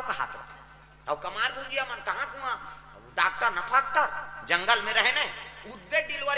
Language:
Chhattisgarhi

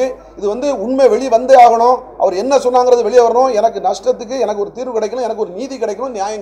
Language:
Tamil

